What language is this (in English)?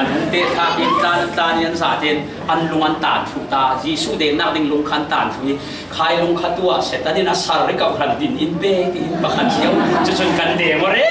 Falam Chin